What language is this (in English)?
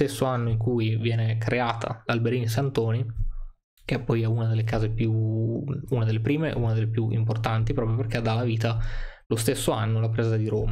Italian